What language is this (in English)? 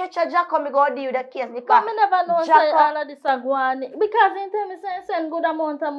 Jamaican Creole English